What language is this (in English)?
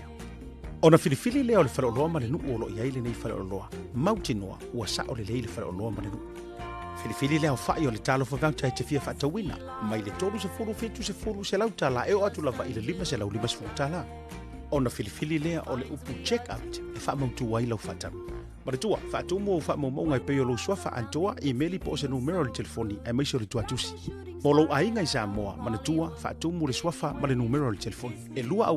Samoan